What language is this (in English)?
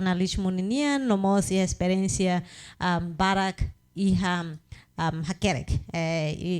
Tetum